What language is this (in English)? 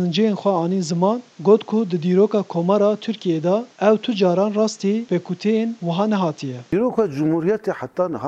Kurdish